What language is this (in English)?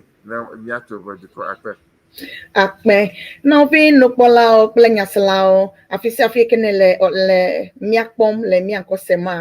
Ewe